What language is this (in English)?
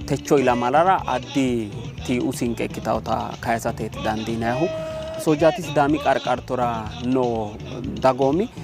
Sidamo